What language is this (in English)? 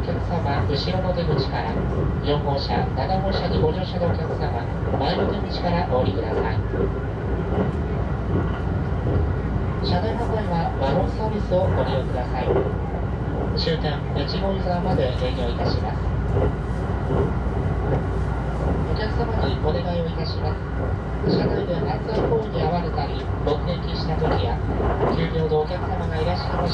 Japanese